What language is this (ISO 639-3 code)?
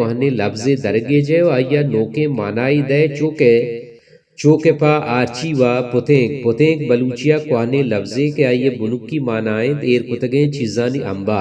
bal